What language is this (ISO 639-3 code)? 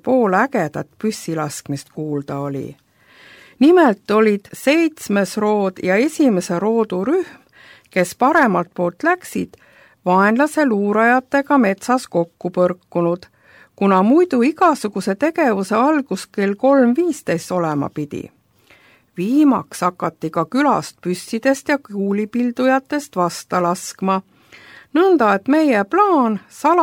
est